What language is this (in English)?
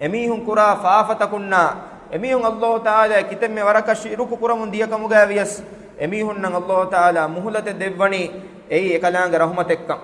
Divehi